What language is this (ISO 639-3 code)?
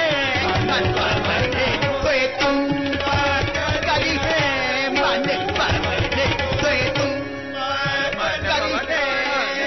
hin